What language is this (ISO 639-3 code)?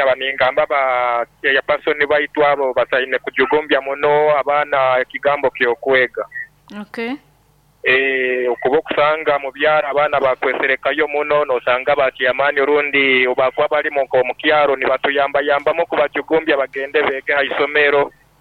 nyo